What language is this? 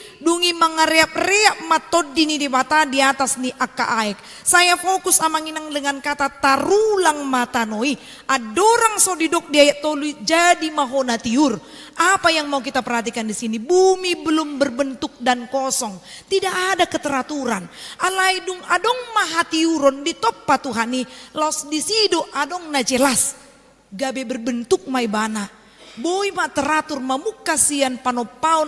Batak Toba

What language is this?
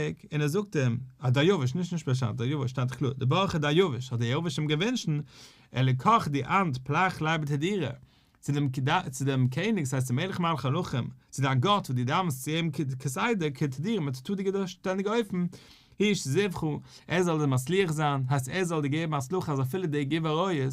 Yiddish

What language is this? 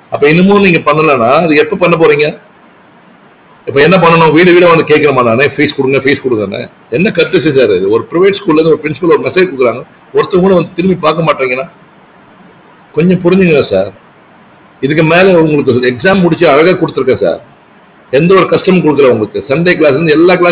Tamil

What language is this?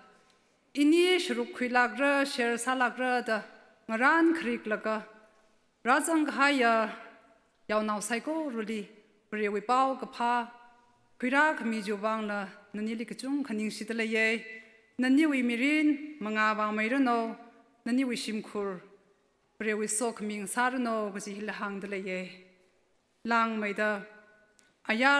Tangkhul Naga (India)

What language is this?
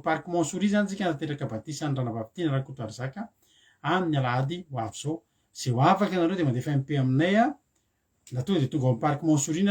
Malagasy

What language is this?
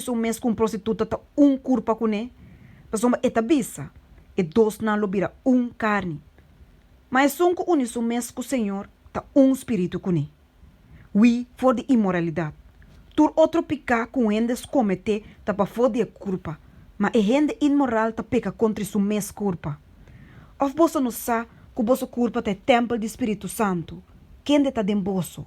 Papiamento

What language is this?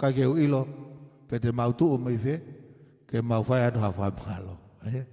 Tongan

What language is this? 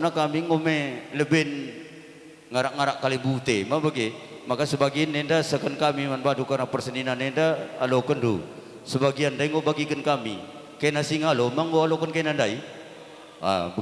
Batak Karo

